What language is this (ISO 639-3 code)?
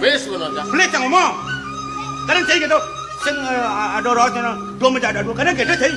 ban